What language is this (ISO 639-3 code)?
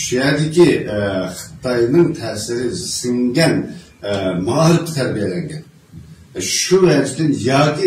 uig